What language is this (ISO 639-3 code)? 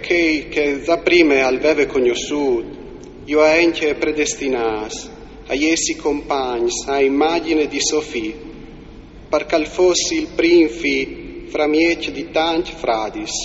fur